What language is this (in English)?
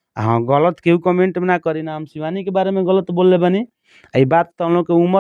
Bhojpuri